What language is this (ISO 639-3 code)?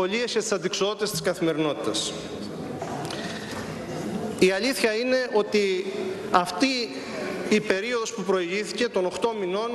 ell